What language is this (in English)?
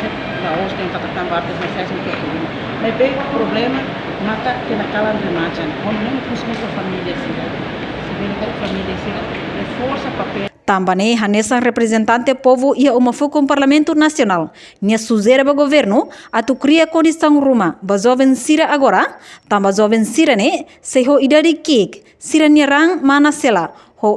Tetum